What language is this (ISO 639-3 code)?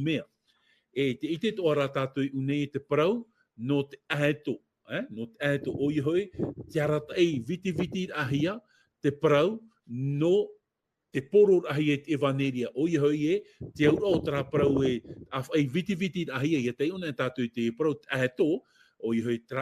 tah